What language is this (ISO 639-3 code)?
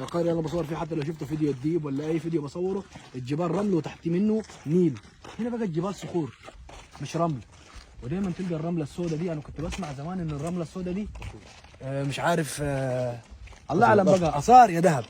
arz